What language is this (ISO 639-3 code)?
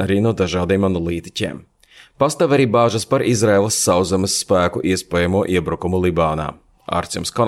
lav